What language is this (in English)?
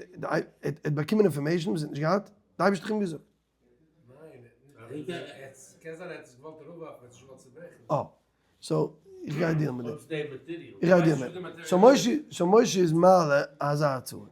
Yiddish